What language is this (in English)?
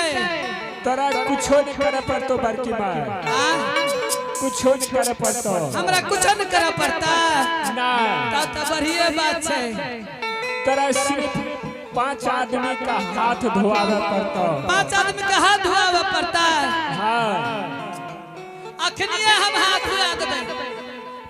Angika